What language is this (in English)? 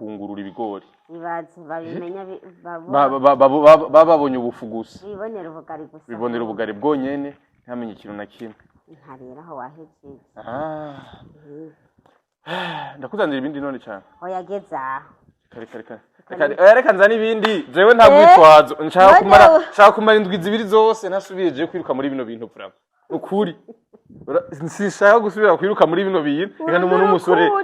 Rundi